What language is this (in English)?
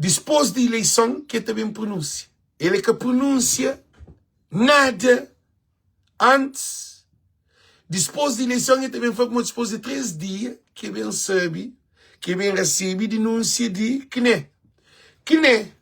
Kabuverdianu